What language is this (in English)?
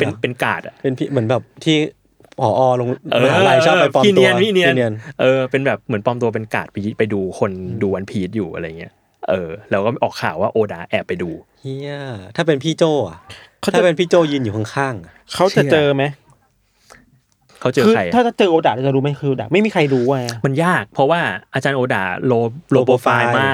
Thai